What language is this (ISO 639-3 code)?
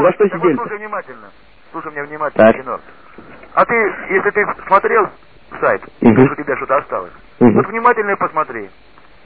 rus